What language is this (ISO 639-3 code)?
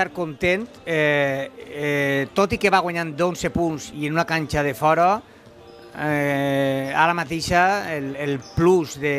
cat